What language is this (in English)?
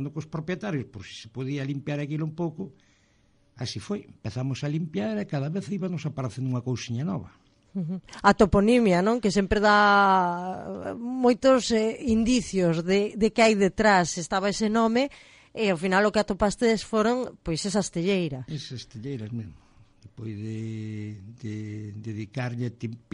Galician